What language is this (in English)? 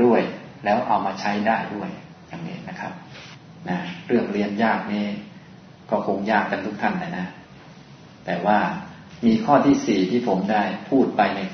Thai